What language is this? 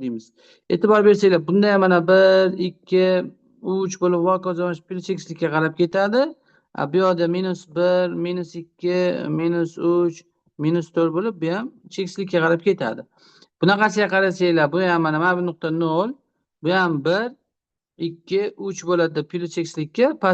Uzbek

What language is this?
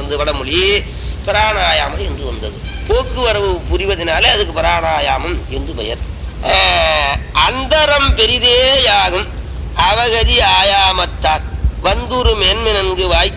Tamil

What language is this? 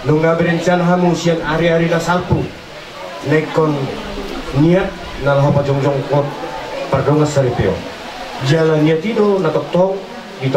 Batak Toba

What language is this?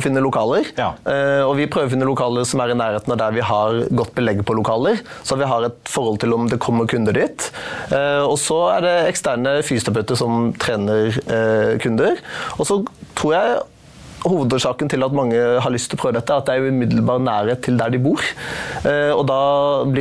Norwegian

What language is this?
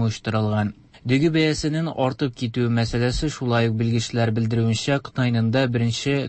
Tatar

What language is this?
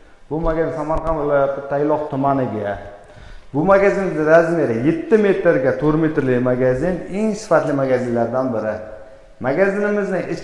Uzbek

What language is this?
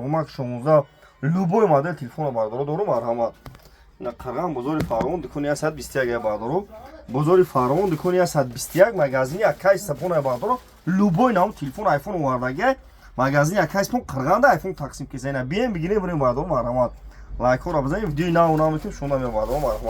Tajik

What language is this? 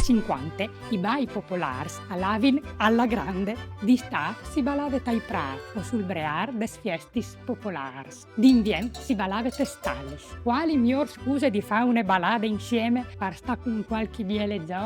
Friulian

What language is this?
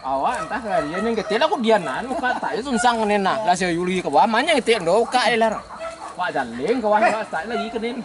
Minangkabau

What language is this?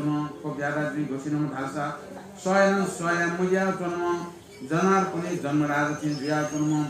Newari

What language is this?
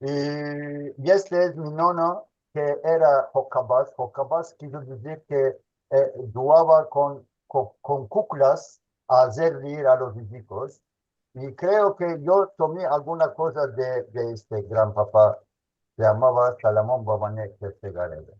Ladino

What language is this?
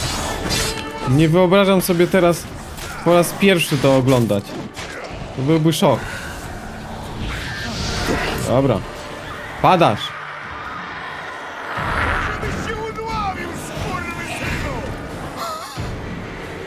Polish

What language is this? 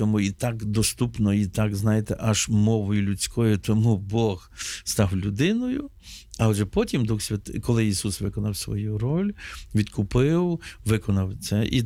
Ukrainian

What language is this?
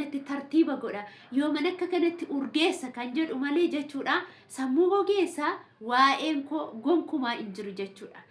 Oromo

